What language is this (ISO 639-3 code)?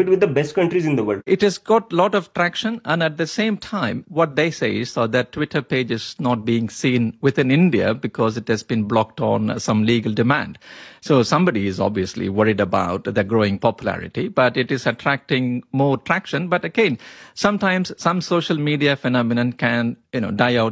eng